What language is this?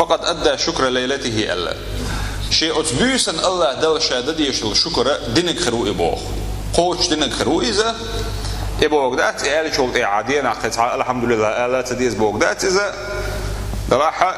Chechen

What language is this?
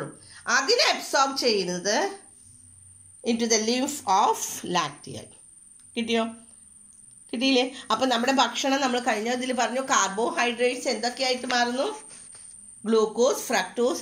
Malayalam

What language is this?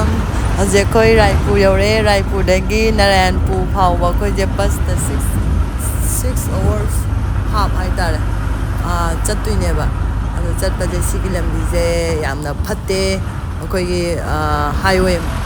Manipuri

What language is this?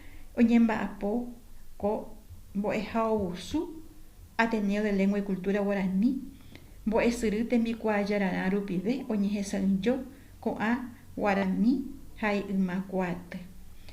Guarani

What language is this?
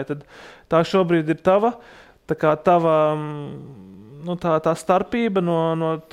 Latvian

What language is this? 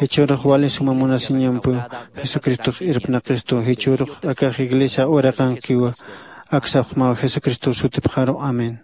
Aymara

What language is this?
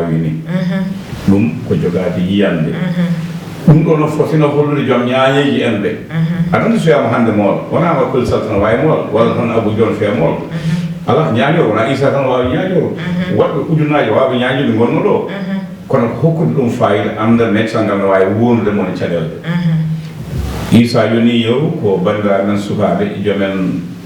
Fula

